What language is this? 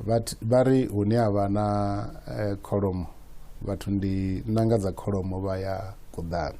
Venda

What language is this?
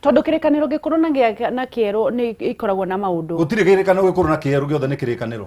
Kikuyu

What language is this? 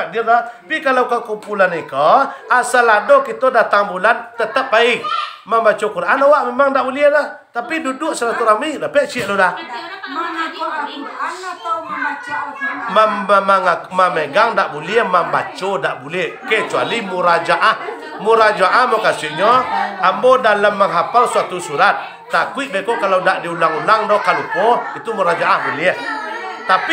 Minangkabau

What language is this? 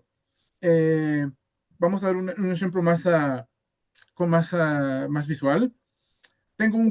Ladino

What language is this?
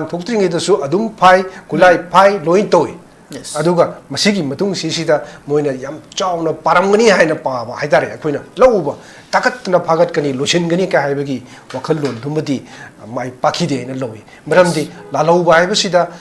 Manipuri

